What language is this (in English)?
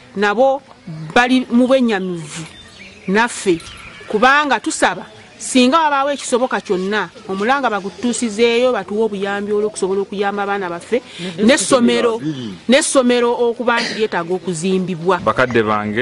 Ganda